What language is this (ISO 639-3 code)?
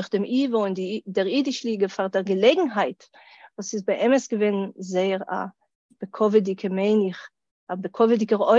yid